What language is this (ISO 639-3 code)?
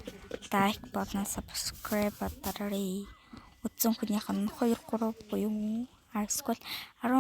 mon